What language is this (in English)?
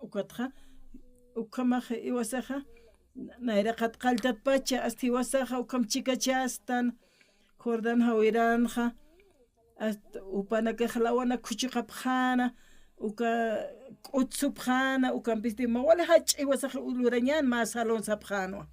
Aymara